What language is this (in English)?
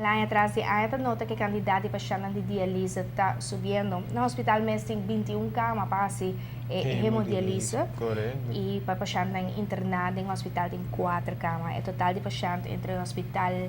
Papiamento